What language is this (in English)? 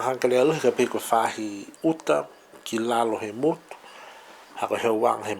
Niuean